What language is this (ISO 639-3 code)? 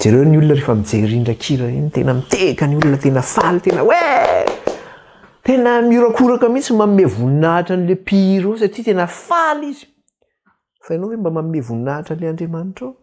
mlg